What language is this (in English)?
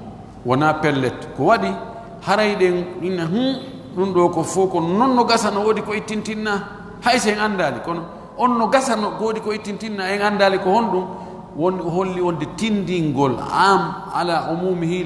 Fula